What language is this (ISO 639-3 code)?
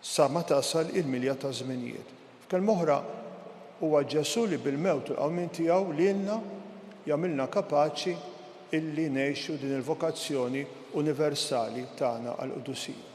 mlt